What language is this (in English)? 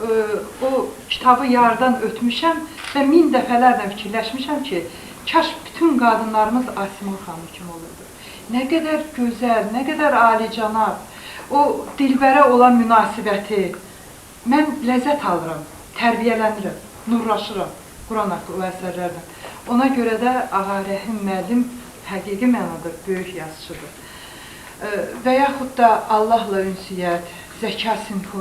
Azerbaijani